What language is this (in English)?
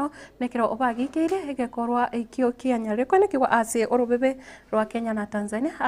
Gusii